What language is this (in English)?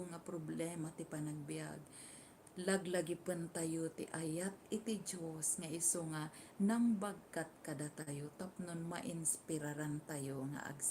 Iloko